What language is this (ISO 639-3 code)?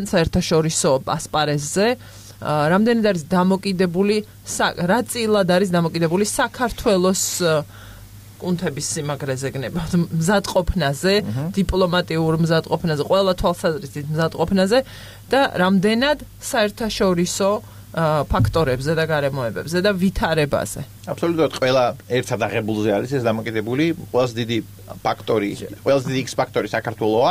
kat